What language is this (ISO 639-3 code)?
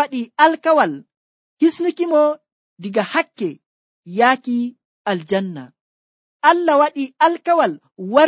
fuv